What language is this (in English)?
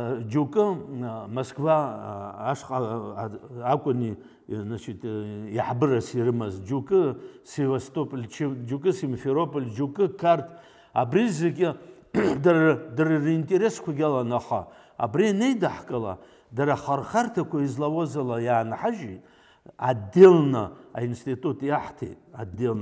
Abkhazian